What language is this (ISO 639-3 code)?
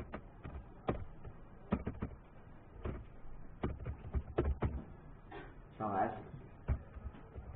zho